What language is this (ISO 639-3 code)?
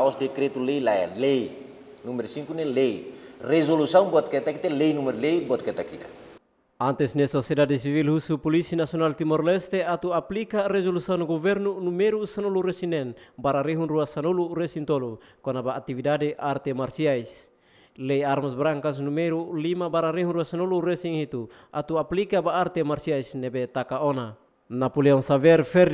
tet